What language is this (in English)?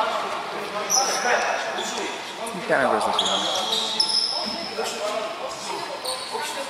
Greek